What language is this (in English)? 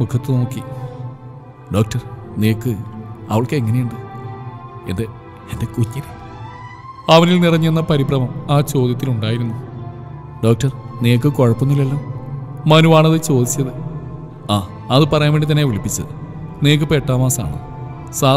Malayalam